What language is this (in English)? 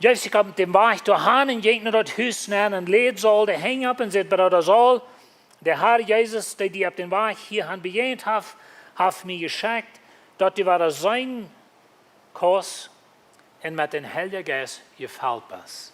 Plautdietsch